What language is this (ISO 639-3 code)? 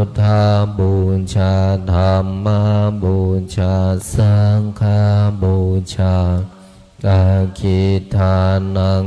pli